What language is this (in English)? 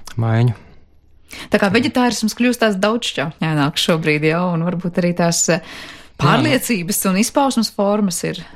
Latvian